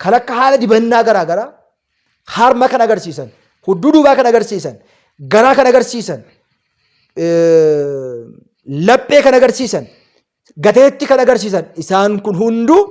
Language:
Oromo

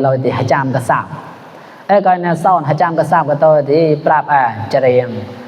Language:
Mon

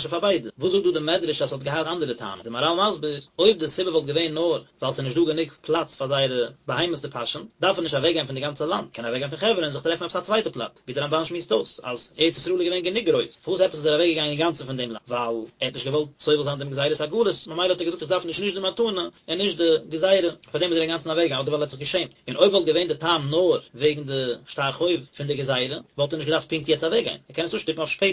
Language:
Yiddish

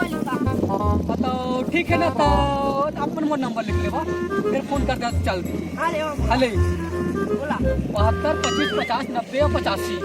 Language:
Chhattisgarhi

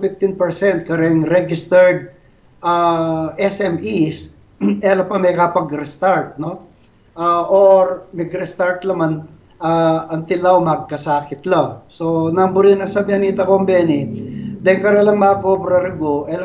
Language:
Pampanga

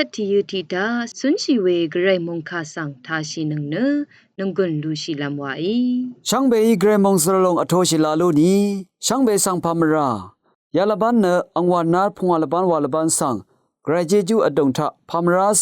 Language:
Rawang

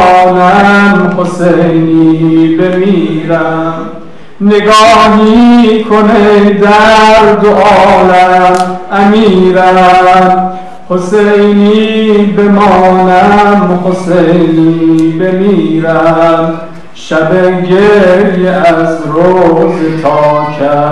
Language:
Persian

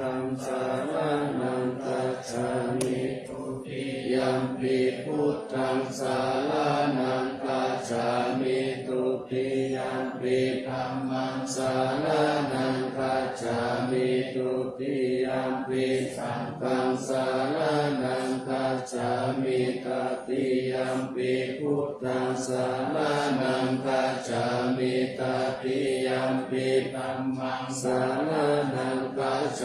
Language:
Pali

